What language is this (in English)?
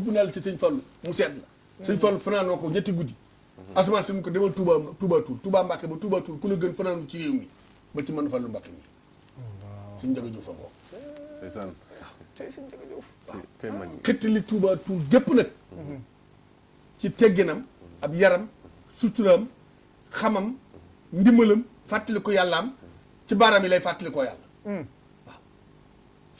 Wolof